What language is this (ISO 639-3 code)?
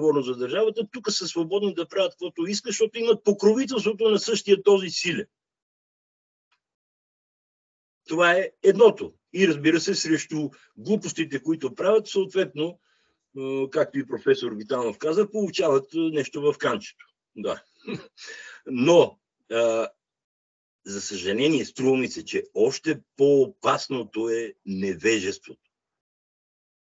bul